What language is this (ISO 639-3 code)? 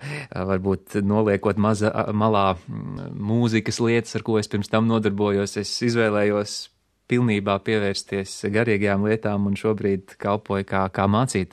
lav